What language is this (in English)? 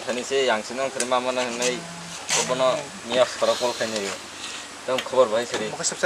Kok Borok